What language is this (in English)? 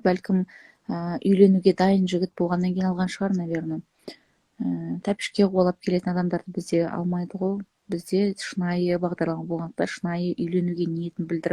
Kazakh